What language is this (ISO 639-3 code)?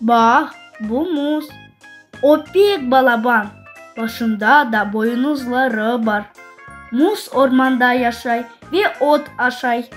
crh